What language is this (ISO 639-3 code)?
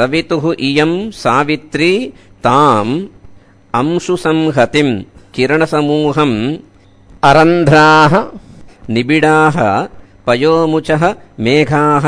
san